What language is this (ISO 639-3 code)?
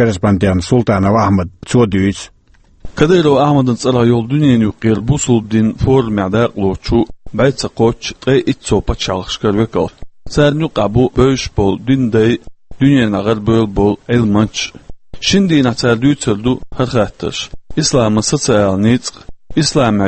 che